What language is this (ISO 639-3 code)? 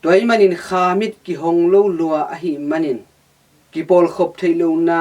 ctd